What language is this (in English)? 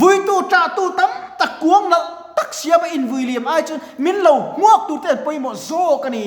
Mizo